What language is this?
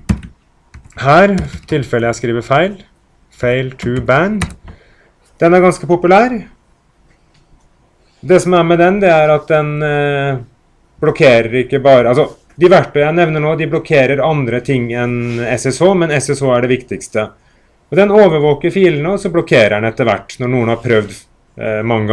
Norwegian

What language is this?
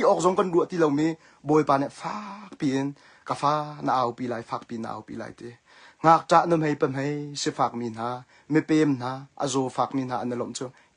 Hakha Chin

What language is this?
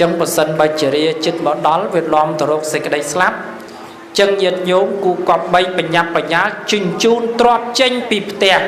Khmer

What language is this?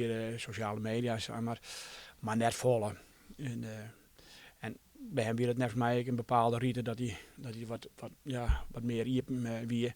Western Frisian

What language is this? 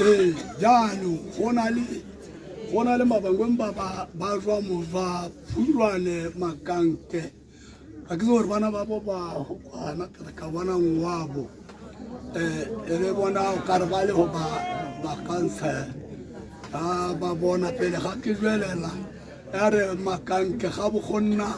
Tswana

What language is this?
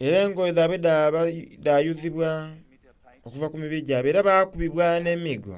Soga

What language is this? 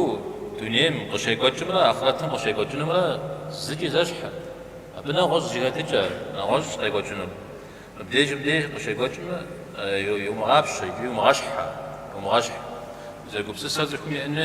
Kabardian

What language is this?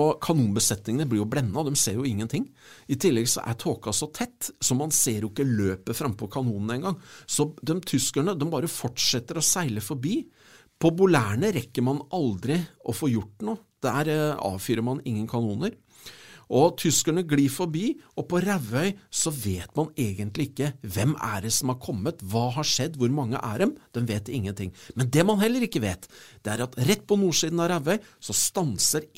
Norwegian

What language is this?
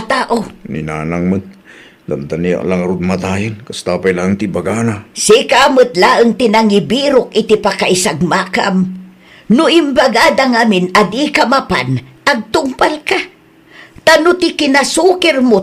Iloko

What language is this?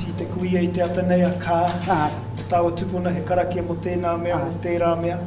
Māori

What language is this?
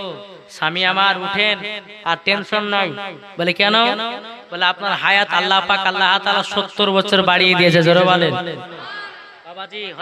Bangla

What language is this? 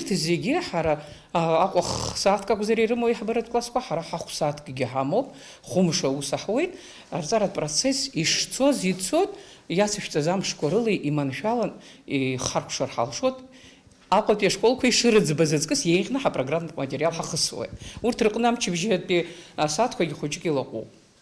Abkhazian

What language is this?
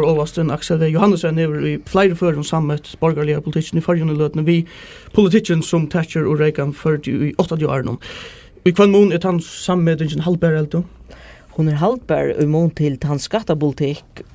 Faroese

